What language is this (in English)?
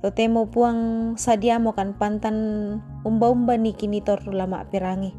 Toraja-Sa'dan